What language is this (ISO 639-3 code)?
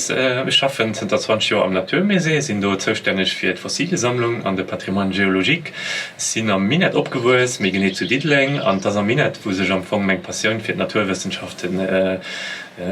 ltz